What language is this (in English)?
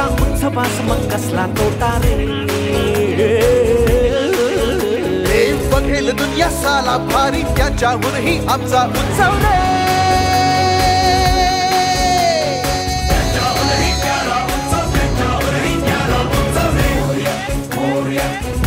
Marathi